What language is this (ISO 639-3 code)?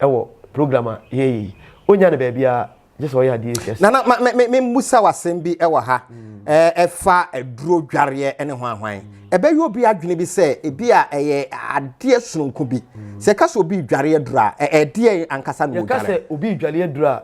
aka